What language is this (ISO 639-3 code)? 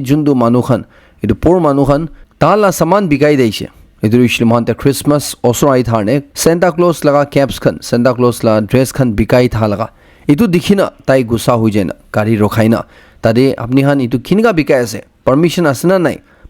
nag